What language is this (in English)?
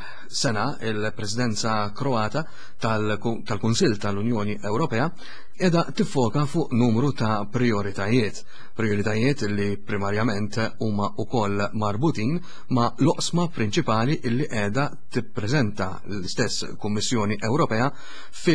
Maltese